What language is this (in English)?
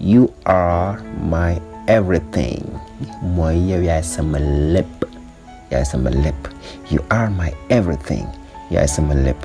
Wolof